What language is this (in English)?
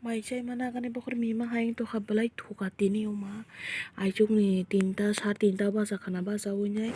Kok Borok